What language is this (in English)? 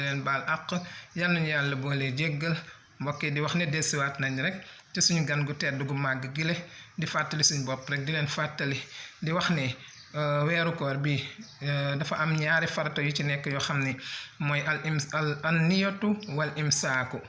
Wolof